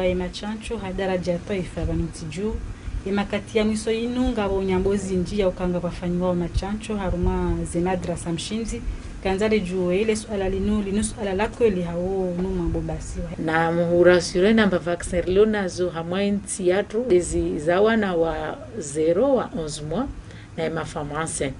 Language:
Ngazidja Comorian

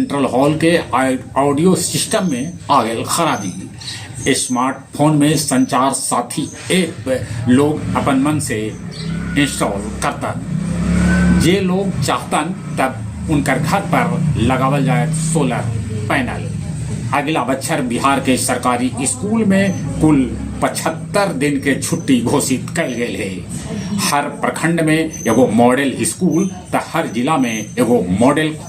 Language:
Magahi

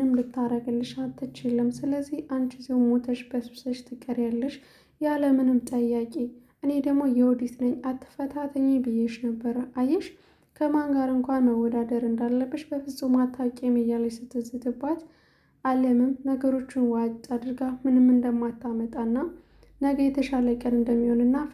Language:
Amharic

